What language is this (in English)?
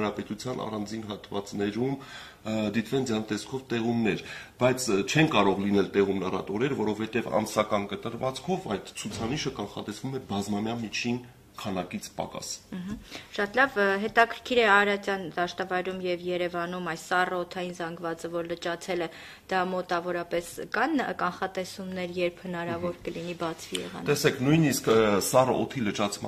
Armenian